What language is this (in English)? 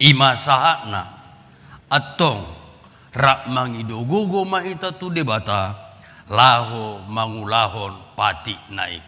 Batak Toba